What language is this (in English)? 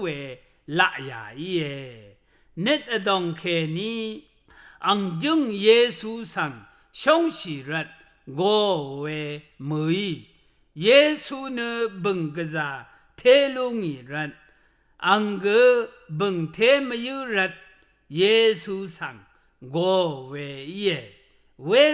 Rawang